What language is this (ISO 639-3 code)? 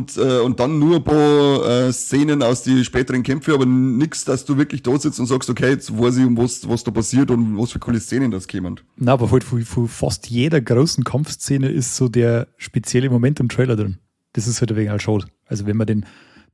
bar